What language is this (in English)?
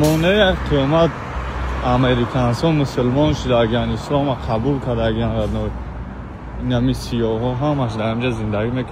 Tajik